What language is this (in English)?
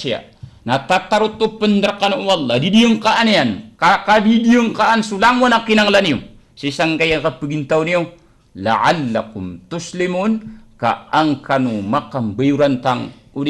Maranao